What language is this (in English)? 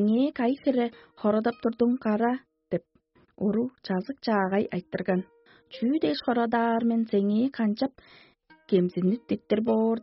Tuvinian